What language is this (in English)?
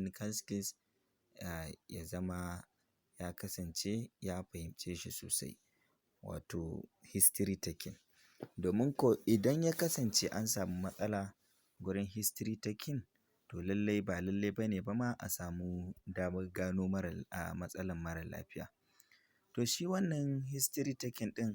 Hausa